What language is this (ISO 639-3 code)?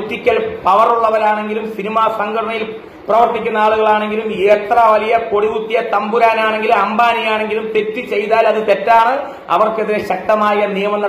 mal